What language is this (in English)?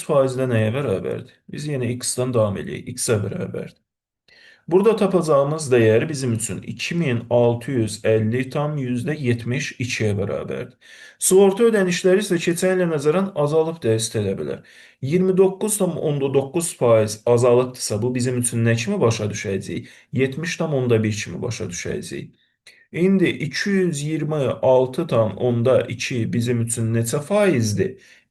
Azerbaijani